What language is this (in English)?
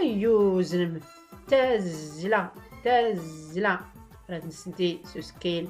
Tachelhit